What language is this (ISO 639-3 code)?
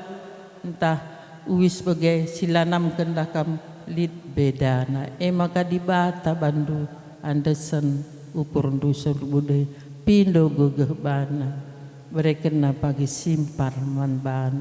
btx